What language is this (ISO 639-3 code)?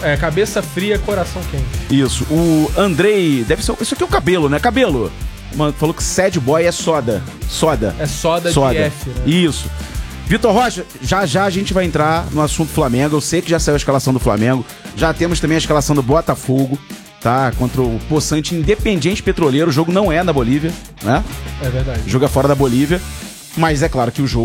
por